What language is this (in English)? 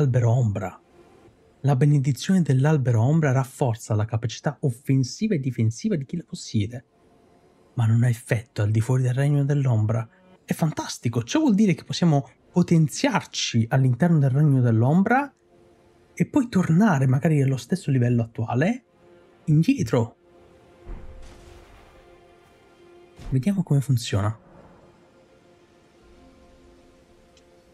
Italian